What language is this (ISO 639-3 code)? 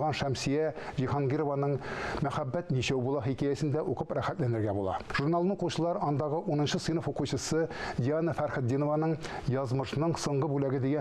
tat